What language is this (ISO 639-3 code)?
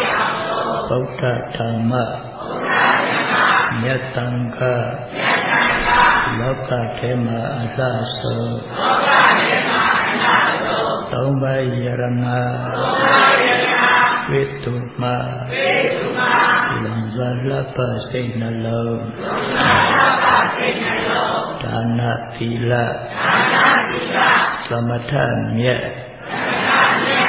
mya